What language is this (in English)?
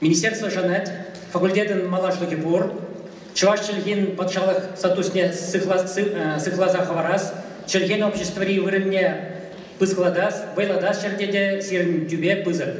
Chuvash